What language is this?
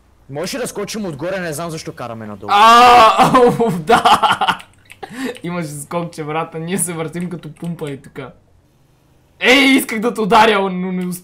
Bulgarian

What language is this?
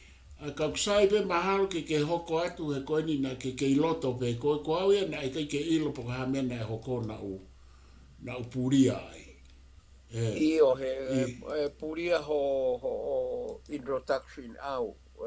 Tongan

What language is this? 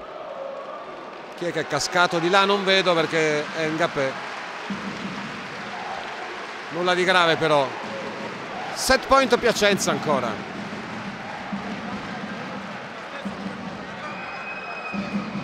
Italian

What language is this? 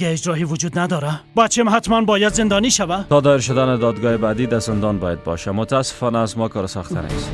Persian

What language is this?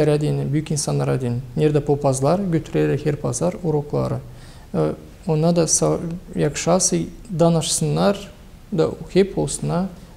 Gagauz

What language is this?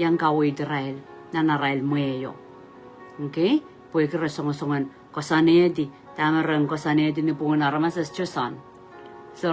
Pohnpeian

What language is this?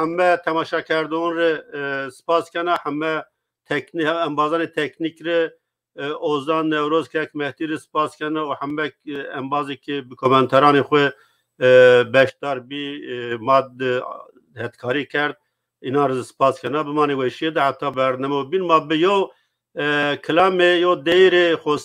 Zaza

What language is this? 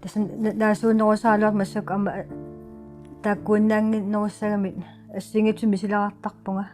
Kalaallisut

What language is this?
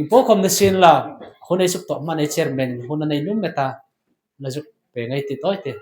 Hmar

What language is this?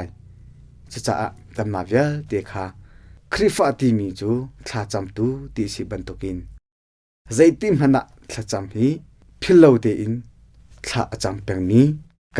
Hakha Chin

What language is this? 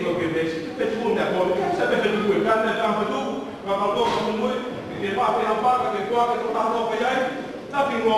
Tongan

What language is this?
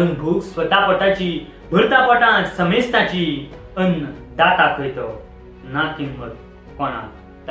Konkani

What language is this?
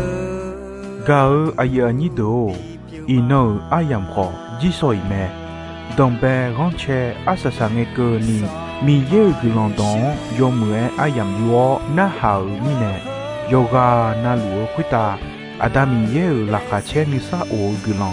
Akha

